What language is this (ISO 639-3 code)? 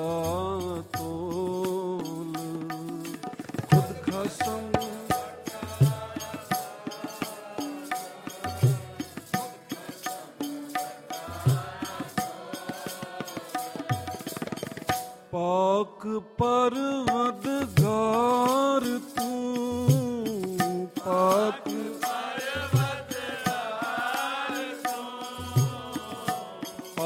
pan